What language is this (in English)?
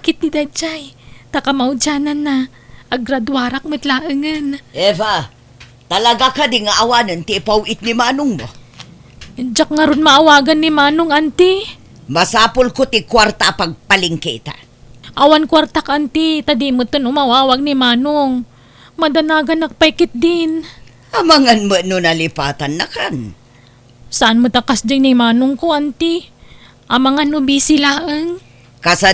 Iloko